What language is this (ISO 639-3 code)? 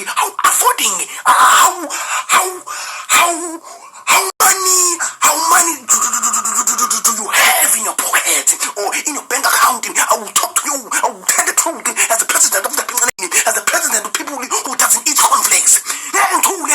zul